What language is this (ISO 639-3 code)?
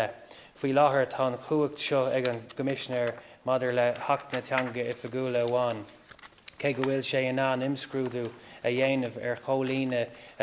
gle